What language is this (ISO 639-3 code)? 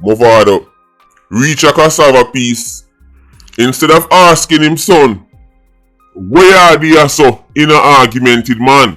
jam